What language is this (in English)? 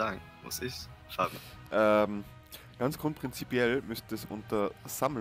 German